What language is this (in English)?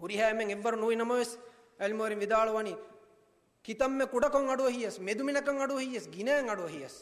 Divehi